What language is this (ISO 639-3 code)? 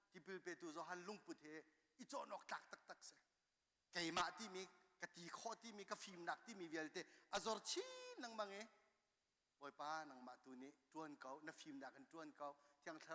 cnh